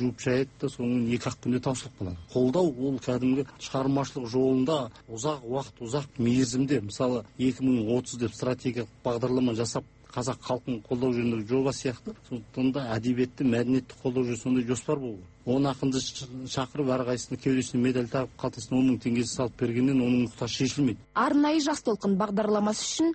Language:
Kazakh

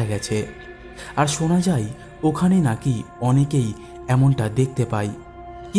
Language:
Bangla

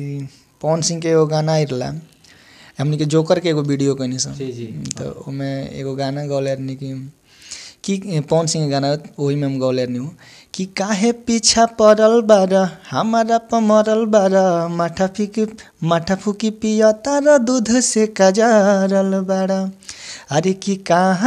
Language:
Bhojpuri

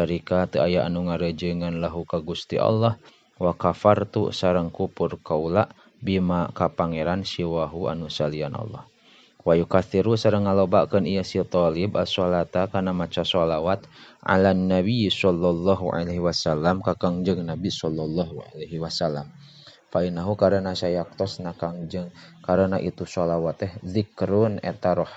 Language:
Sundanese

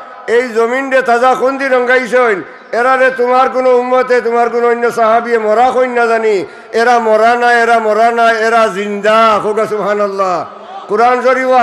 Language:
Sylheti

